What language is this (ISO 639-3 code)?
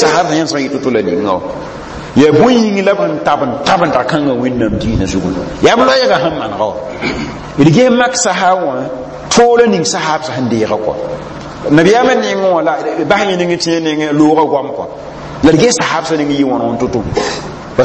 mos